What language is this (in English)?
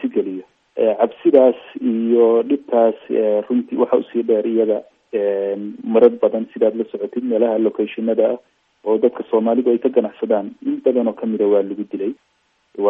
Somali